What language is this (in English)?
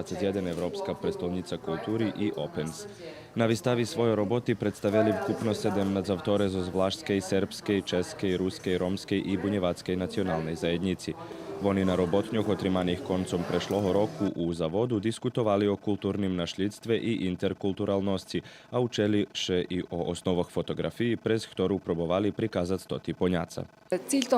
Rusyn